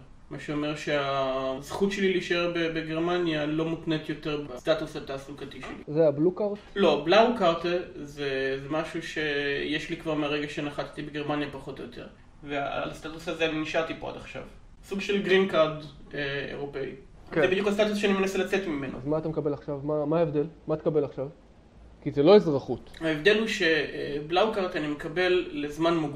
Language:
Hebrew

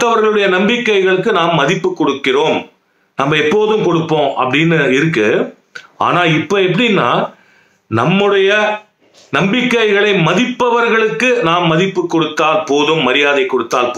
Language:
Tamil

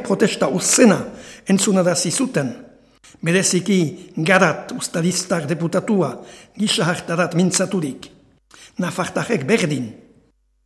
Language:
Basque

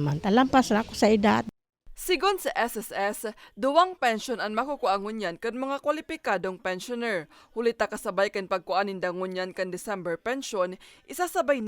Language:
Bikol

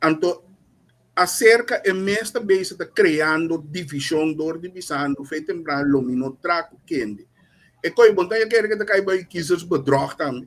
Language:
Papiamento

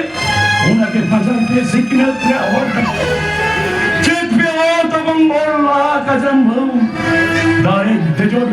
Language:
Santali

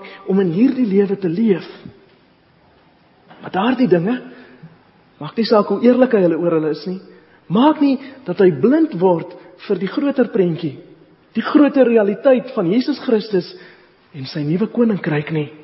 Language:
Afrikaans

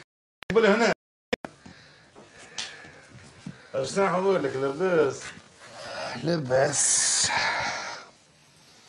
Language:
Tunisian Arabic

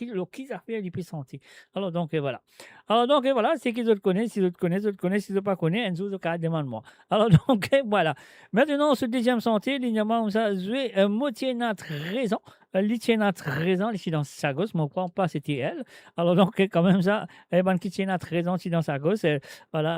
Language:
Morisyen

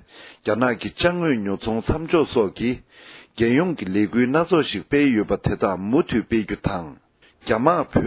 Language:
Tibetan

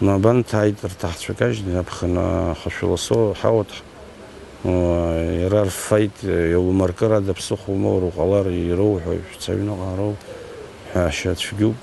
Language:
Abkhazian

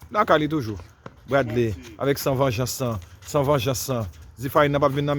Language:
Haitian Creole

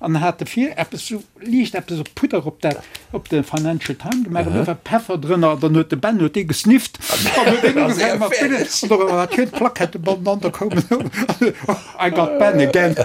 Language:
Luxembourgish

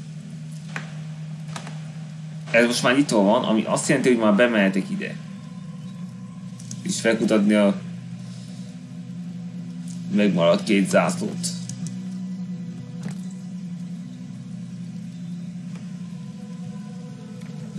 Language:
Hungarian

